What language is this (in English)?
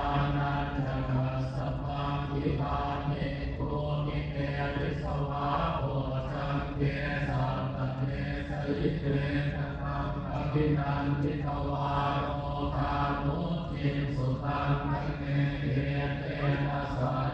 Pali